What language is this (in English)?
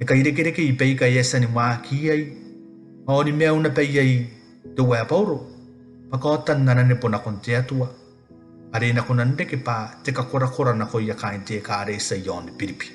Gilbertese